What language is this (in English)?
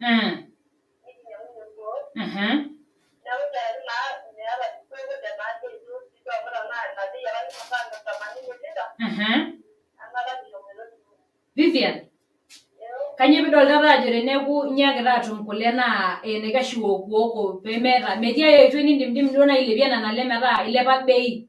Masai